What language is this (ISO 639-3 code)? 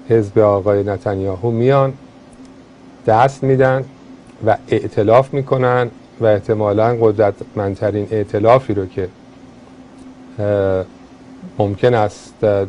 fas